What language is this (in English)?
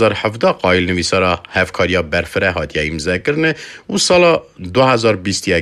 Kurdish